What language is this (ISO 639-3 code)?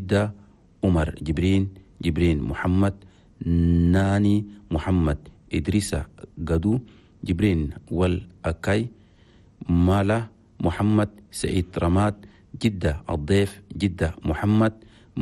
shu